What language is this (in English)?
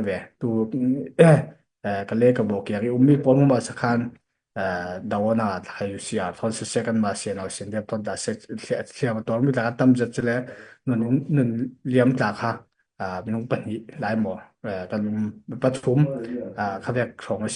Falam Chin